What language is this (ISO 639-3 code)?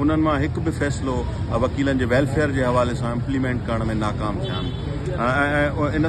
snd